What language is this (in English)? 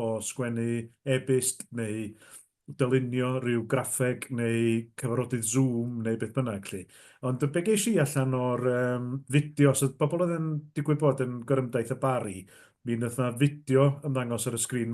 Welsh